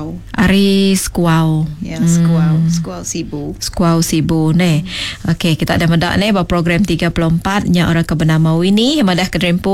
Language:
Iban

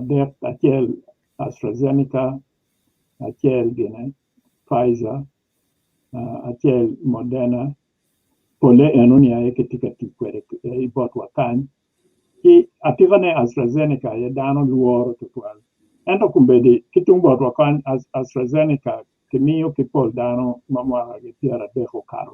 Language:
Acoli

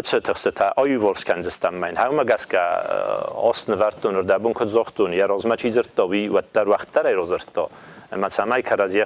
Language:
Ossetic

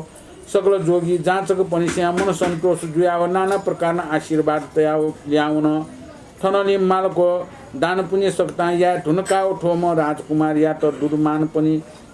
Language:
Newari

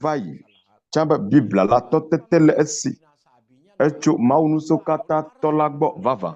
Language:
Ewe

